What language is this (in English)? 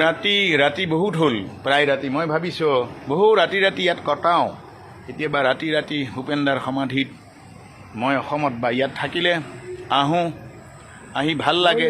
Assamese